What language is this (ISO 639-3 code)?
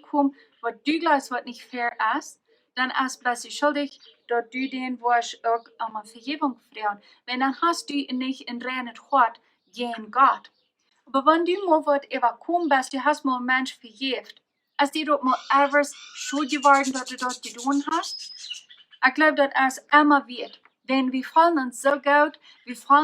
pdt